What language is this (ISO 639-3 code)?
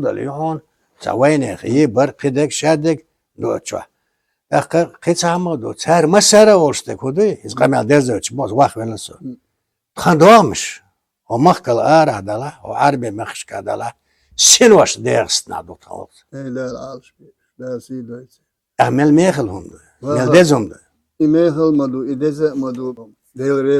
che